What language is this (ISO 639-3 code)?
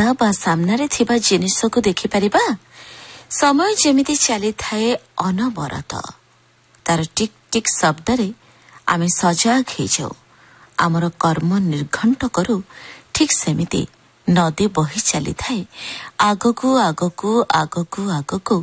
ori